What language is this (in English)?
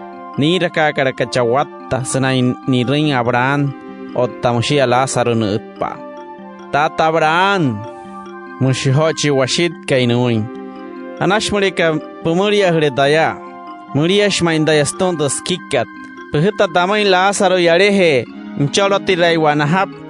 Wayuu